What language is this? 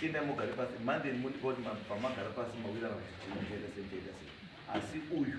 Shona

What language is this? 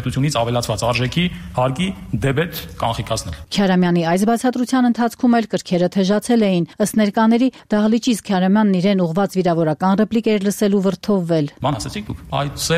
Armenian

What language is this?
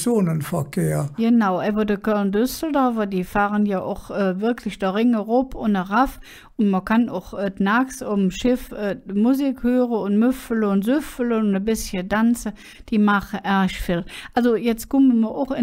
Colognian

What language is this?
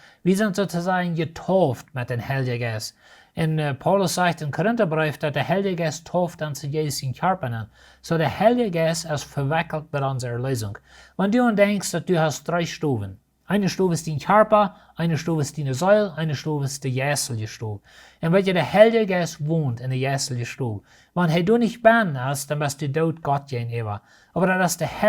Plautdietsch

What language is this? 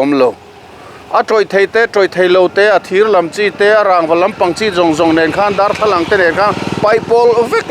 Mizo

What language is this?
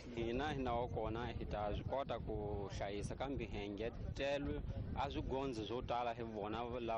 Tsonga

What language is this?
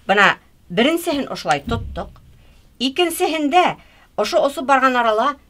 Bashkir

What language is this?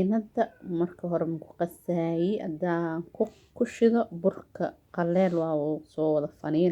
Somali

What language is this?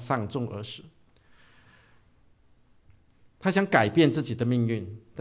Chinese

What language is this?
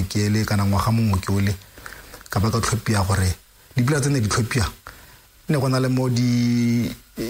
Tswana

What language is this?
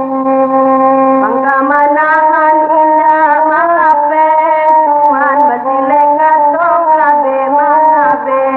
Minangkabau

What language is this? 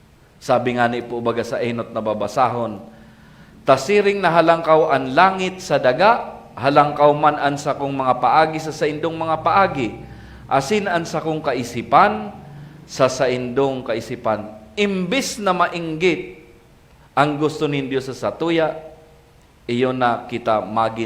Bikol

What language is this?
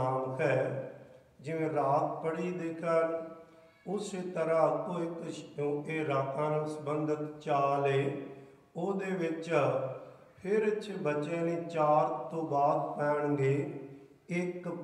Punjabi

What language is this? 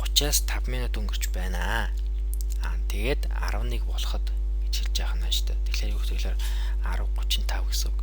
Mongolian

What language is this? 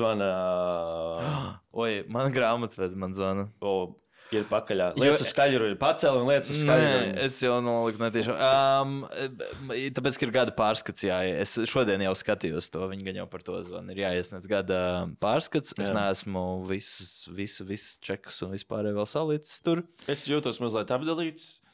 Latvian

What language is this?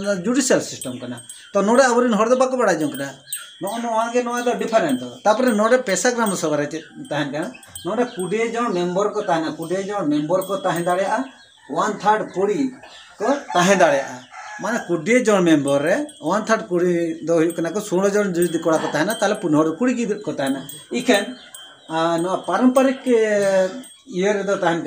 Santali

